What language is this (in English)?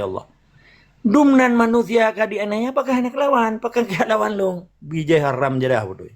Achinese